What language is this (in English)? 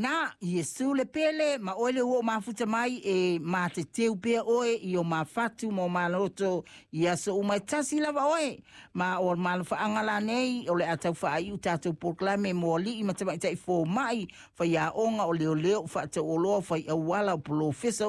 Samoan